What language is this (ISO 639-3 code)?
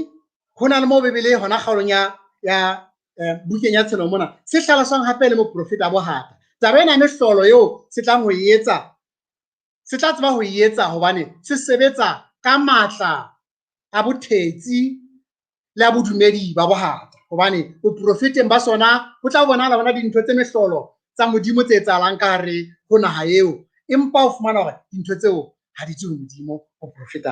sot